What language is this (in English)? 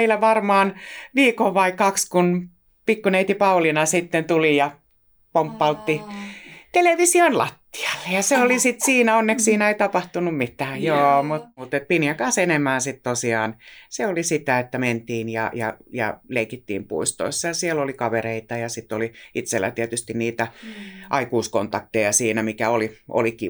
Finnish